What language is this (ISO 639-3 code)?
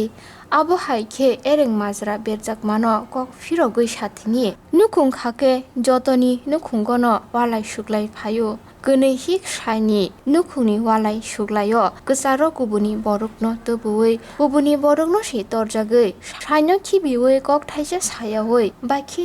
trp